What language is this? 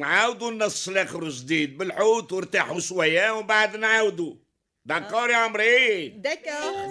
Tunisian Arabic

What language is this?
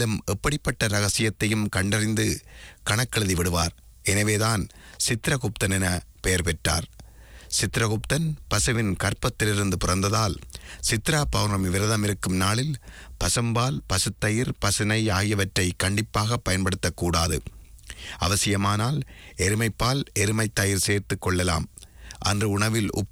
Tamil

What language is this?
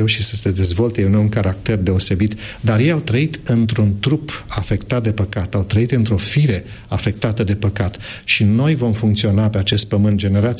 Romanian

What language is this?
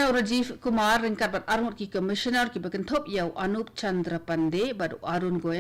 Khasi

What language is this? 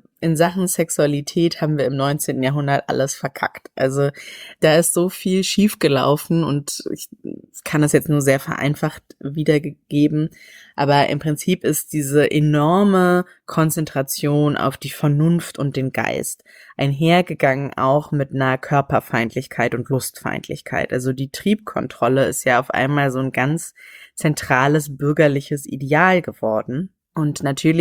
German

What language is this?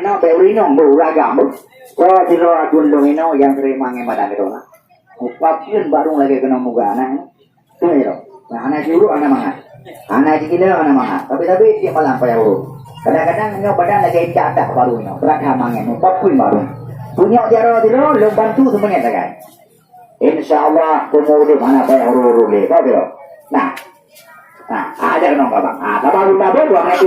Achinese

